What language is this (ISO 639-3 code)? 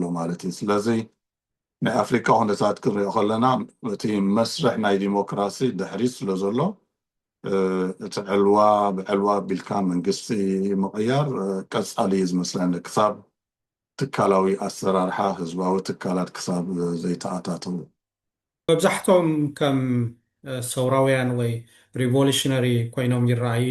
tir